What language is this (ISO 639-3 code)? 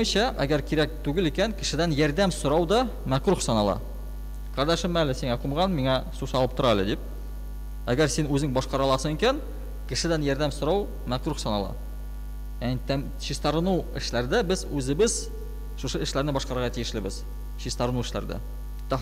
tat